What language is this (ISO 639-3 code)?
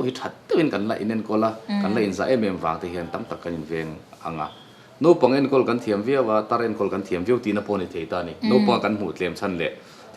lus